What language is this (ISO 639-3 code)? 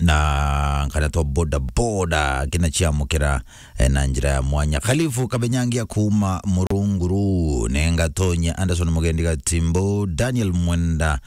mer